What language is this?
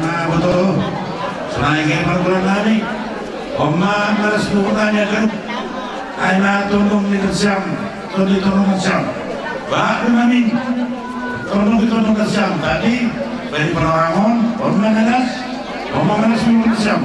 Batak Simalungun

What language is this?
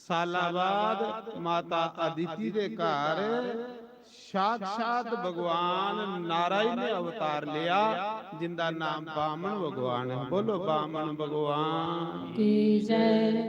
Dogri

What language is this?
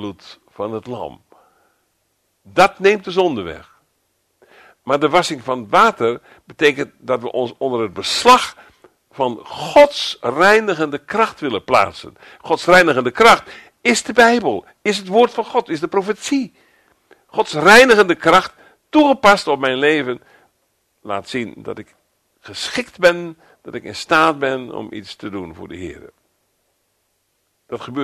Dutch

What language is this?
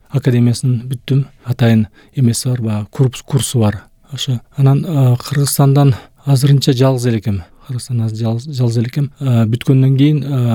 Kyrgyz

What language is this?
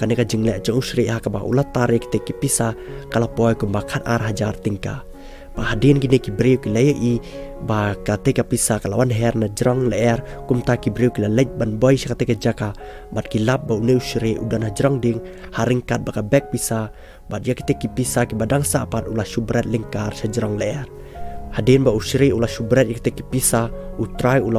Khasi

